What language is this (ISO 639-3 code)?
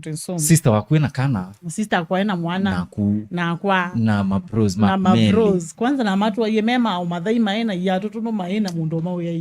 kam